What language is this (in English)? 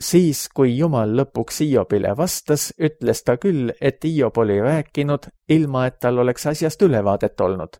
Estonian